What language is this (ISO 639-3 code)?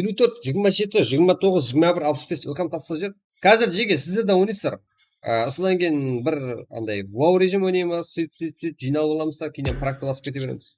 kaa